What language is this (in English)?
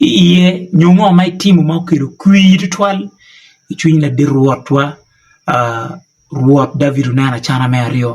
Acoli